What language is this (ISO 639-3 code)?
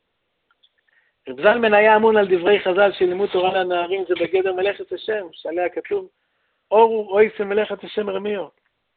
heb